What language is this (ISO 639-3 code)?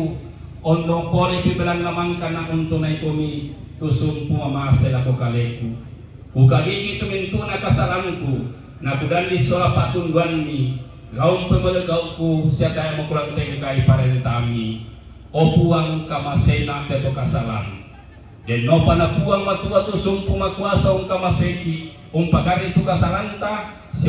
sda